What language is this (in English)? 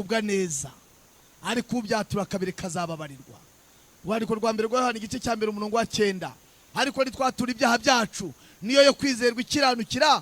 Kinyarwanda